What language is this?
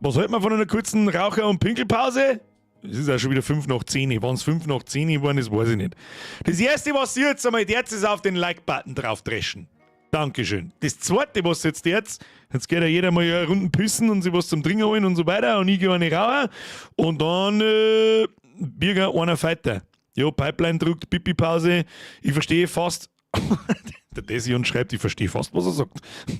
Bavarian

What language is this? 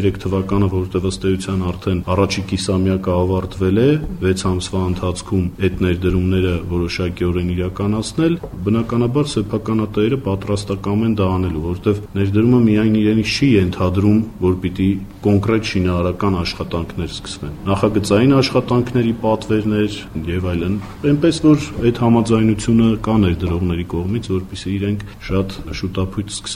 Armenian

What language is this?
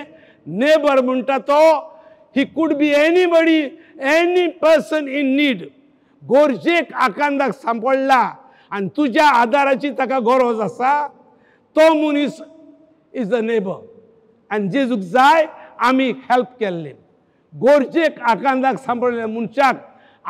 Konkani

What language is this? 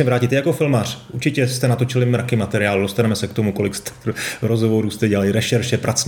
Czech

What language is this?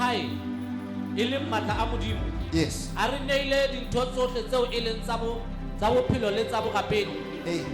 Southern Sotho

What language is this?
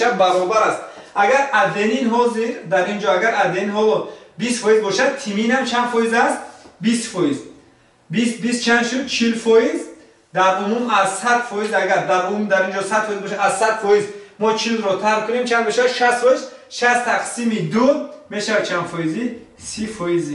Tajik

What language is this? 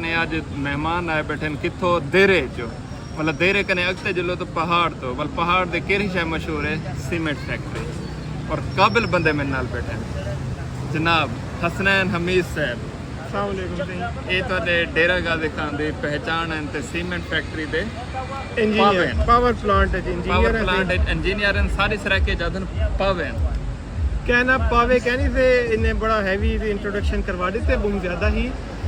Saraiki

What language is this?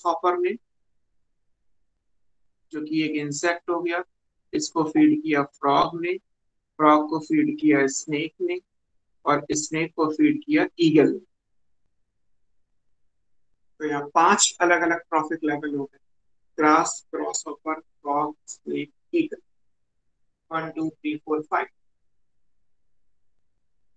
Hindi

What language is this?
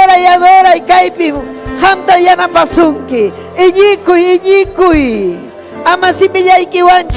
Ayacucho Quechua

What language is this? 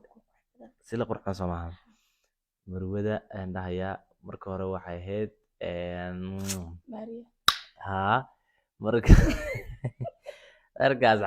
Somali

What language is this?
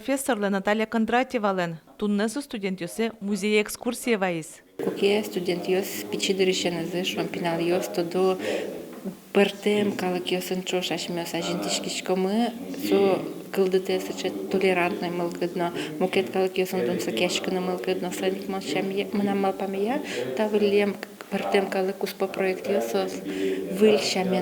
Udmurt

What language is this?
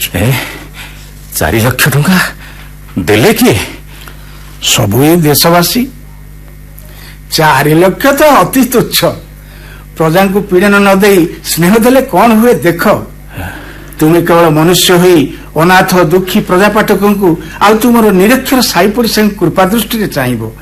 Odia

